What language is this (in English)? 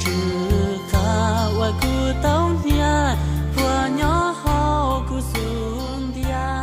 Hmong